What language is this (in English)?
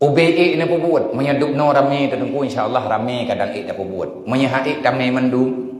Achinese